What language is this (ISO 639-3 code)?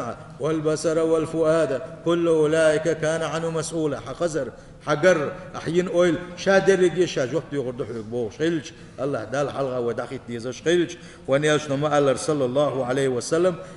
che